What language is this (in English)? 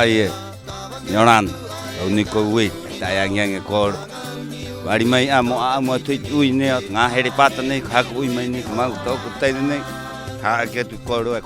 Rapanui